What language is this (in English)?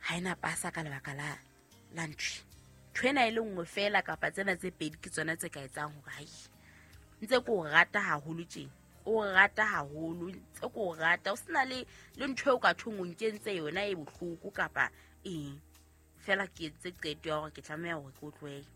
Southern Sotho